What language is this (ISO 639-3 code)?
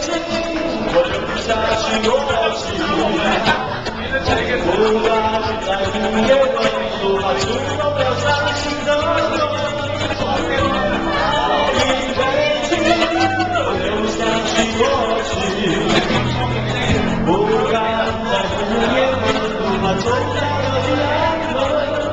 zho